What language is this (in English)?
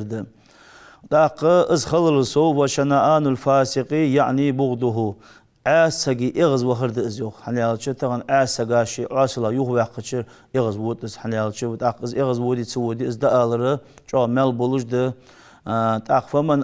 Ingush